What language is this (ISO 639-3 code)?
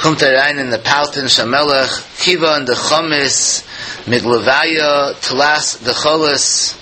yid